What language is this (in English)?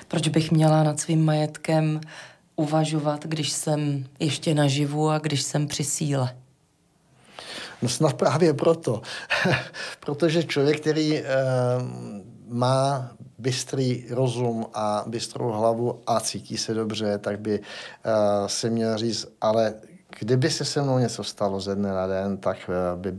Czech